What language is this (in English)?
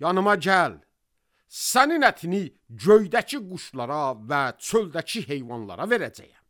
Azerbaijani